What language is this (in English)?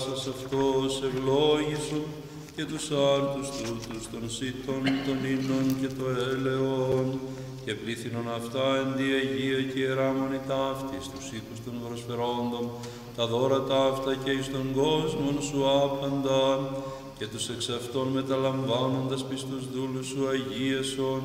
Greek